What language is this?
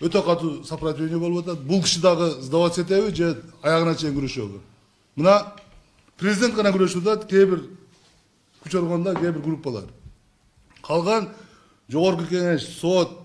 Kyrgyz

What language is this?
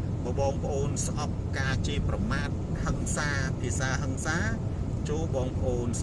Khmer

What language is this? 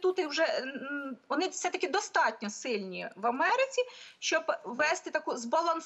Ukrainian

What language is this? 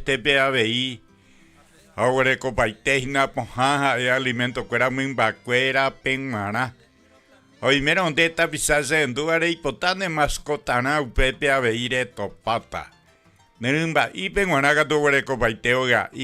Guarani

